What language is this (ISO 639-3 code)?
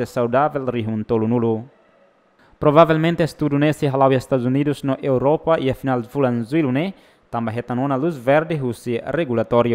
tet